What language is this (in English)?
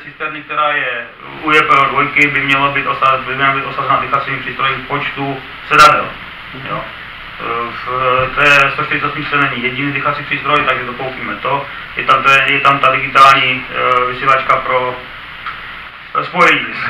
Czech